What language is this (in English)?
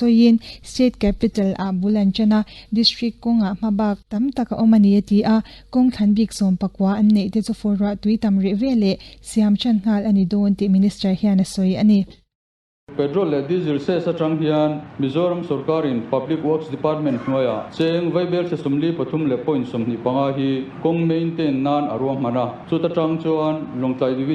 Mizo